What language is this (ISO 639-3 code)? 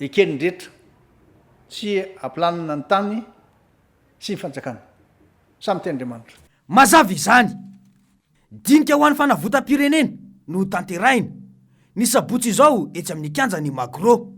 mlg